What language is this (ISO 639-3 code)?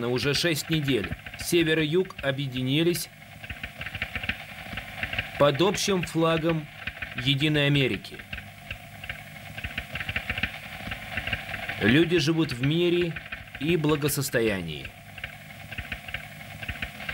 rus